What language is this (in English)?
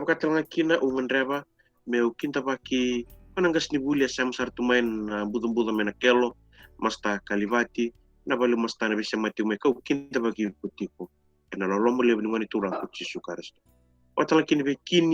Fijian